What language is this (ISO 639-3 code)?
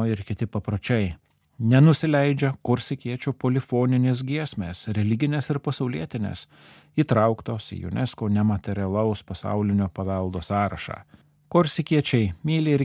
lit